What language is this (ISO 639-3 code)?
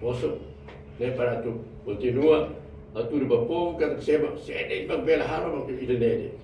tet